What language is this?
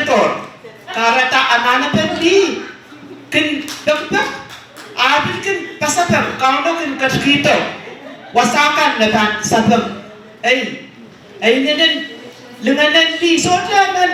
Pohnpeian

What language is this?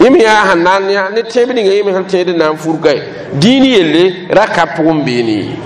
Mossi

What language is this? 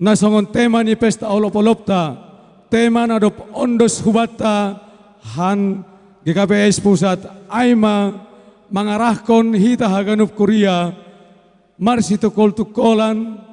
Batak Simalungun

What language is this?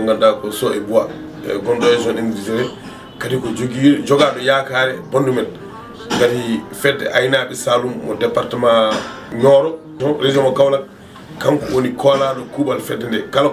Fula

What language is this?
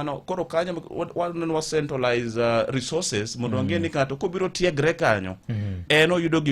Luo (Kenya and Tanzania)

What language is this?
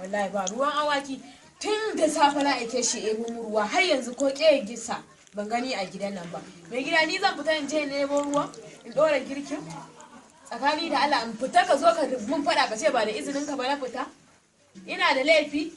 Hausa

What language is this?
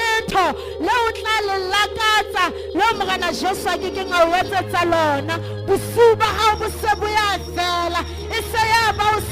Southern Sotho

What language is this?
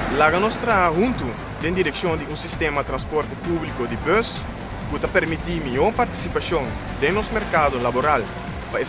Papiamento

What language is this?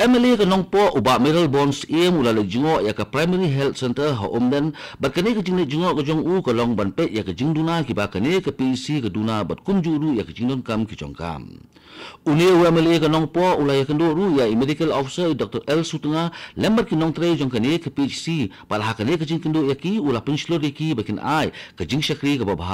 Khasi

